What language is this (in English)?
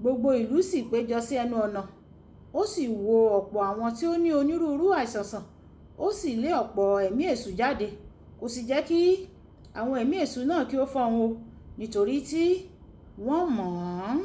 Yoruba